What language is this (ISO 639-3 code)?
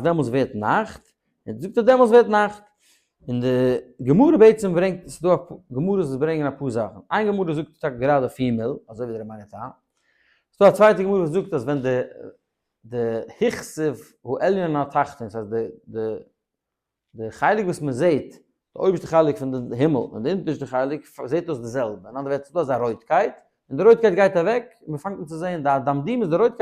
yid